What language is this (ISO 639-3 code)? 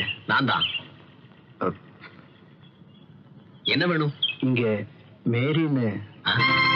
tam